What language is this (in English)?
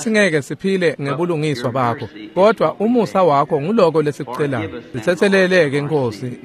Swati